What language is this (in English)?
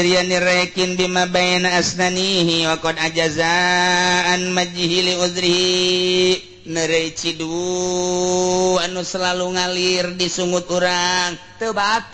Sundanese